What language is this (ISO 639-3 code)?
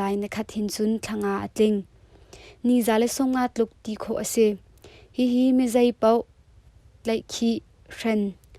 cnh